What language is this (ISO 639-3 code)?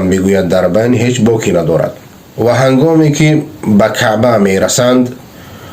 fas